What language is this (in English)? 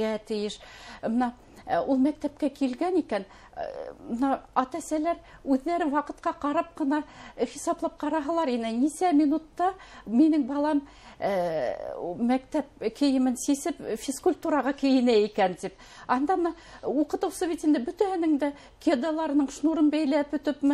Bashkir